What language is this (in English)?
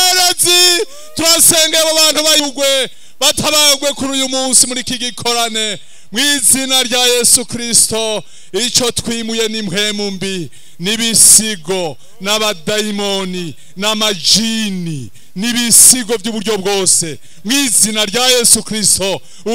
Rundi